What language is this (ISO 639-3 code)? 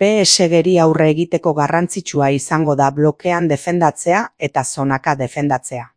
eus